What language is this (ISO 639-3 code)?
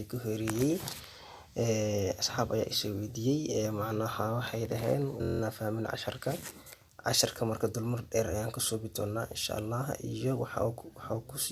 som